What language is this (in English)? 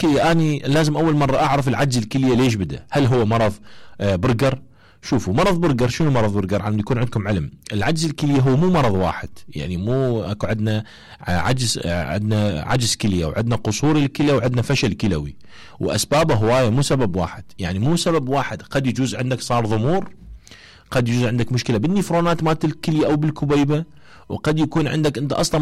Mesopotamian Arabic